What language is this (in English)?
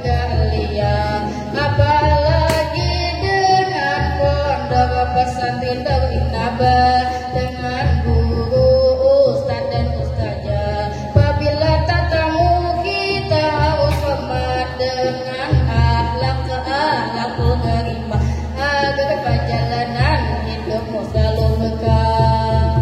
Banjar